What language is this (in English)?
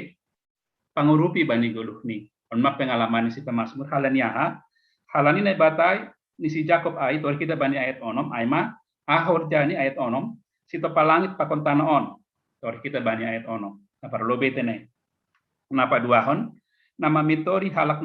Batak Simalungun